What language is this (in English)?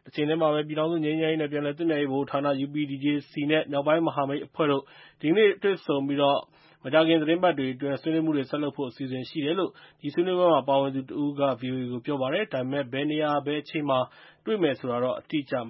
Burmese